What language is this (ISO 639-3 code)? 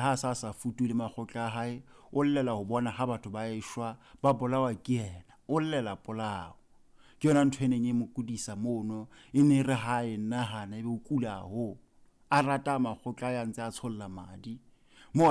sot